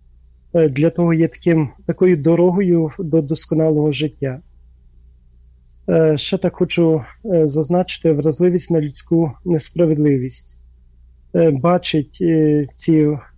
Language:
Ukrainian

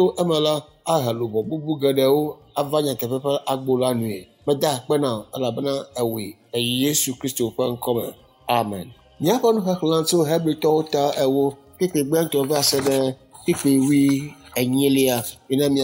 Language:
Ewe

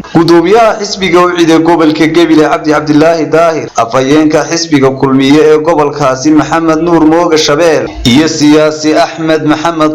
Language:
Somali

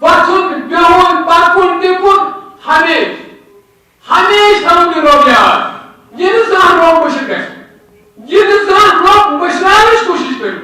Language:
Kashmiri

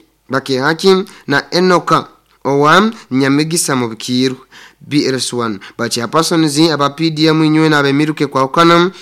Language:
Nyoro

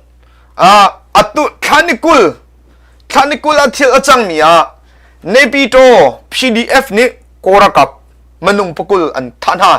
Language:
Hakha Chin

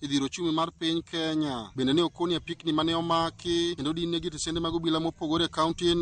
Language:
Luo (Kenya and Tanzania)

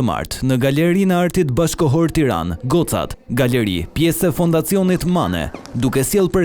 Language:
Albanian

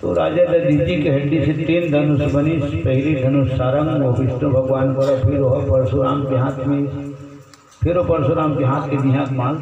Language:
Chhattisgarhi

